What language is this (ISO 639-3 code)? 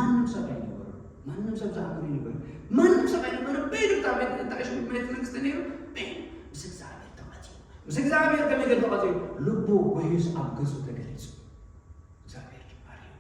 tir